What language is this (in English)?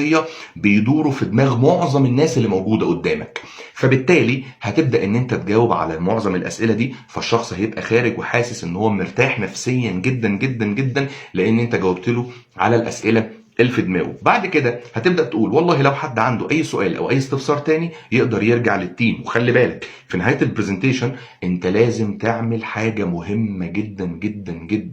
Egyptian Arabic